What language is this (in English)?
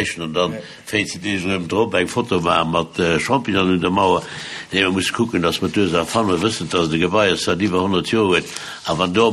Luxembourgish